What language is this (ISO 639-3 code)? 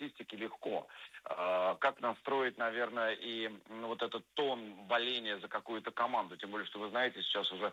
rus